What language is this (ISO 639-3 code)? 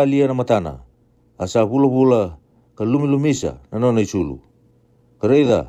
fij